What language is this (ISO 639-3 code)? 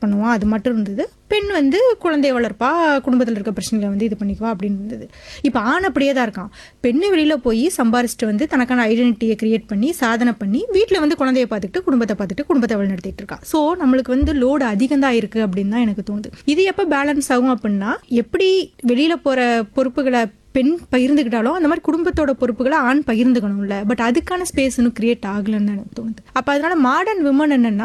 tam